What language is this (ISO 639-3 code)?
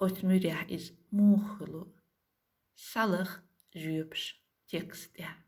che